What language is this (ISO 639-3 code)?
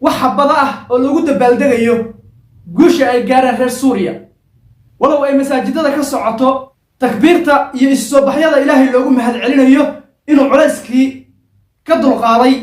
som